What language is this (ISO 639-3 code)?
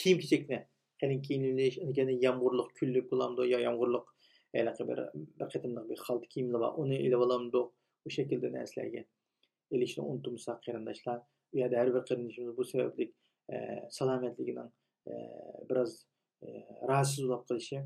uig